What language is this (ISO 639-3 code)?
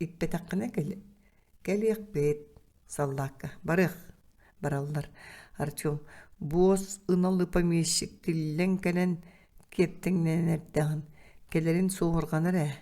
sah